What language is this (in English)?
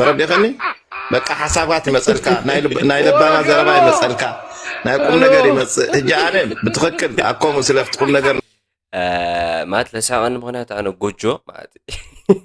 Tigrinya